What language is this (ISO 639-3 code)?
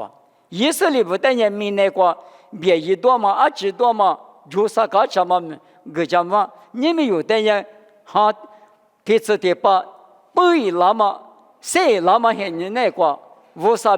lis